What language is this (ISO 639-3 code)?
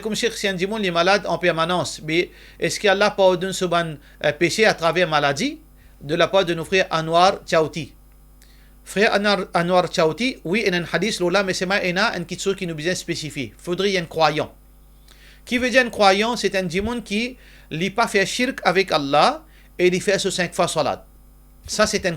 mfe